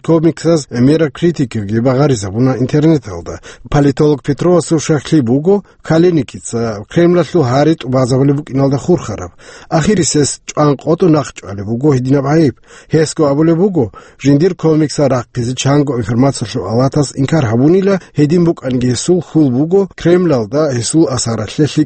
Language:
Avaric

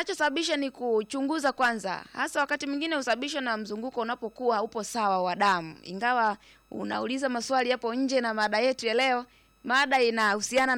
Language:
Swahili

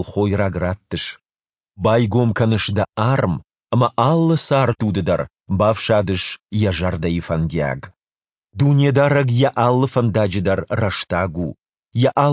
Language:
Ossetic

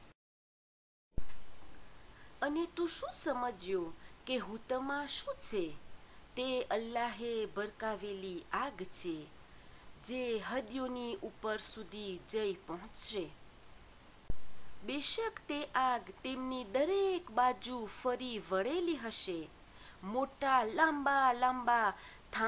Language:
Gujarati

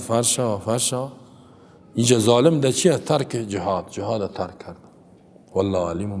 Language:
Persian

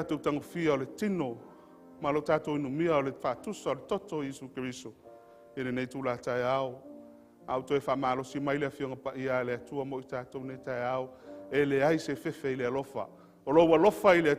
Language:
Samoan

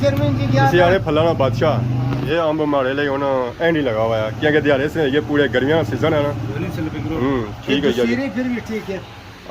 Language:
Pahari-Potwari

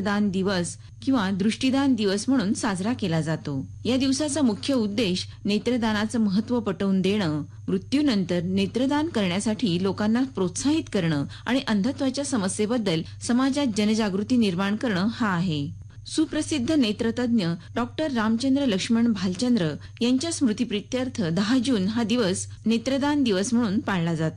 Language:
Marathi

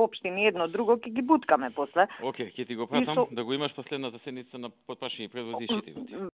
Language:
Macedonian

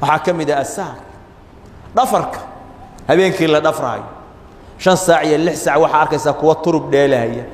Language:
Somali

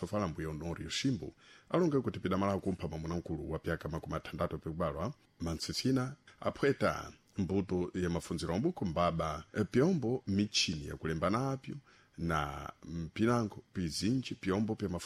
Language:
Sena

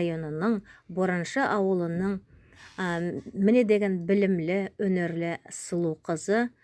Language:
Nogai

